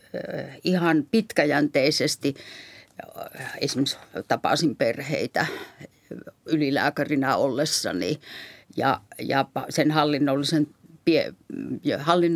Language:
Finnish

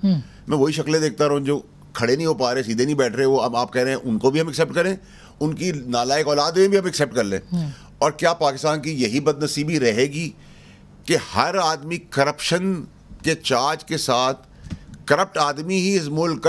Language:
Urdu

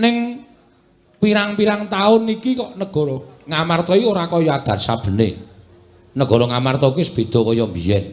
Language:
Javanese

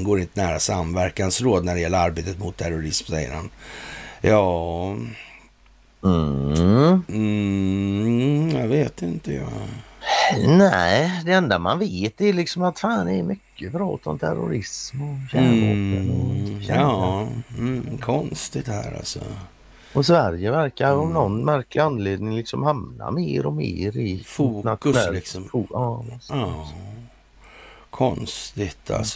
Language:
Swedish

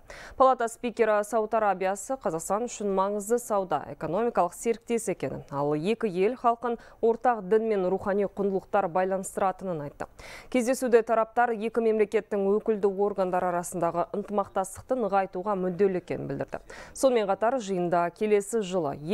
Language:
Kazakh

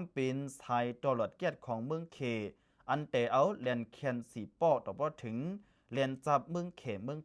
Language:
Shan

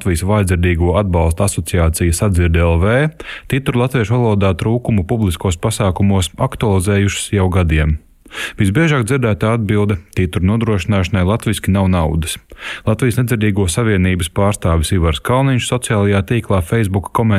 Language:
Latvian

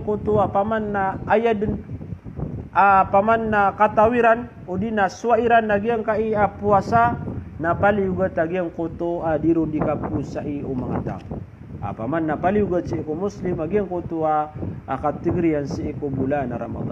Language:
Maranao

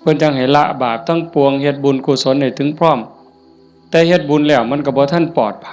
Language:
Lao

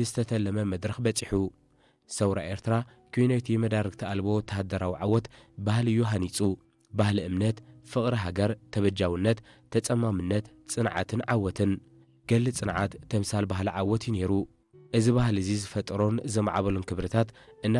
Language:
Tigrinya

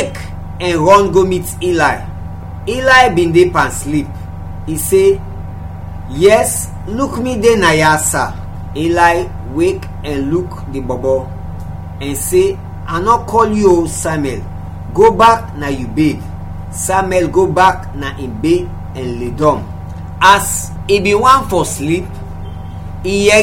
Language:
Krio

